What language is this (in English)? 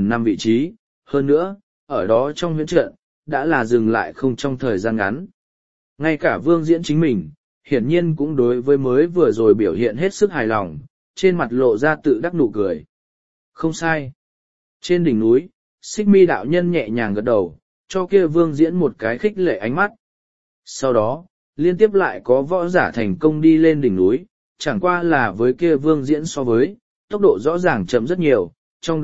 Vietnamese